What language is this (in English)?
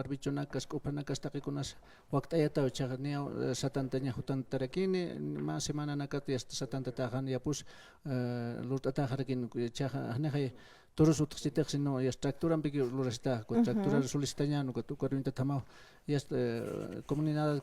Aymara